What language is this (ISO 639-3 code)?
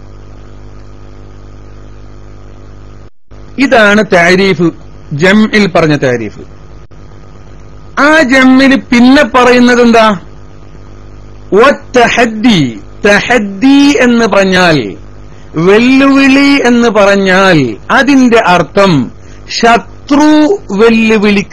mal